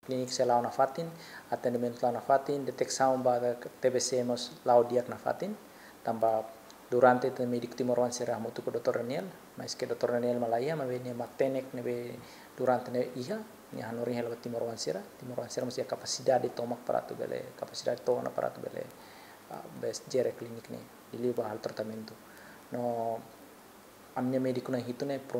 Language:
Tetum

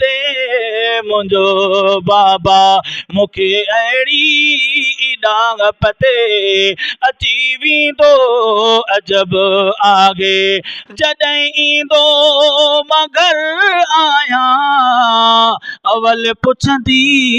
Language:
Sindhi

